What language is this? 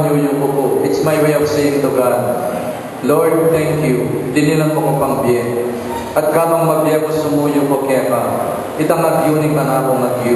Pampanga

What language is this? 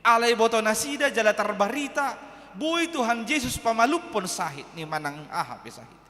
Batak Toba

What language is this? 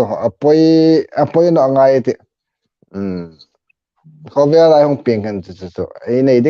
Hmar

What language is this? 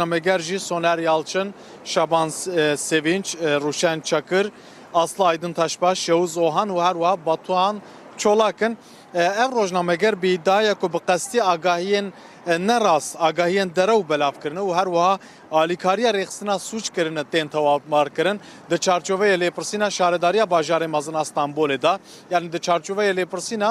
Kurdish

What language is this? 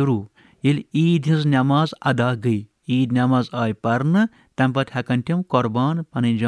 Kashmiri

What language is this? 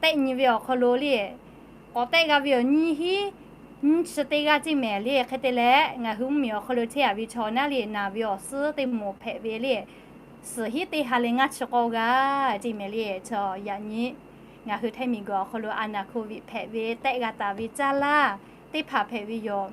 Lahu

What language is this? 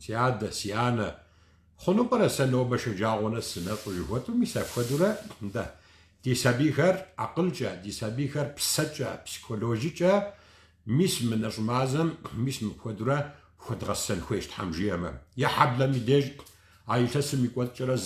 Kabardian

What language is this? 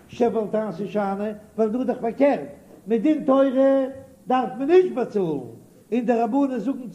Yiddish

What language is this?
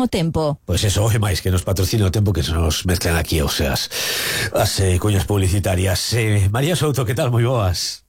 Galician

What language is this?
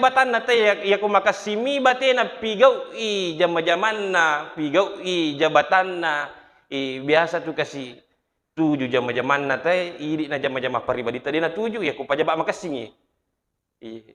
Buginese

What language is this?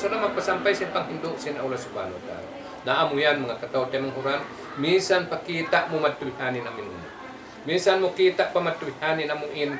Tausug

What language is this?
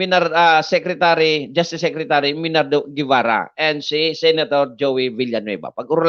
Bikol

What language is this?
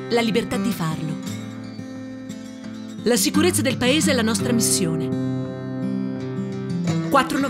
Italian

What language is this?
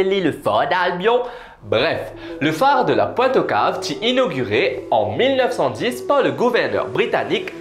Morisyen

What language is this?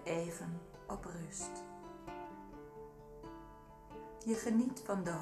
Dutch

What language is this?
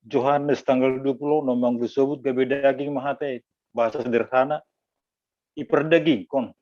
Batak Simalungun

